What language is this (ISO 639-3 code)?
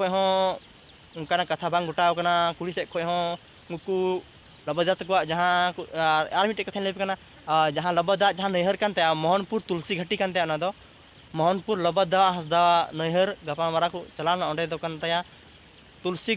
sat